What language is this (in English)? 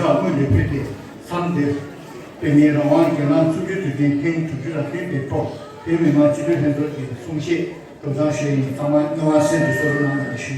Tibetan